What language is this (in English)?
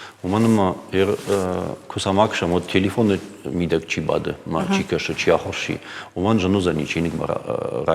Ossetic